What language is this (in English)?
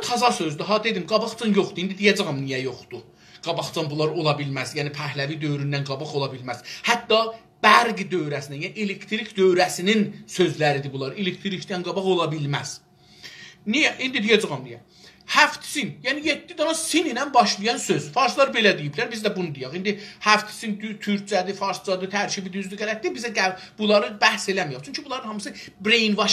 South Azerbaijani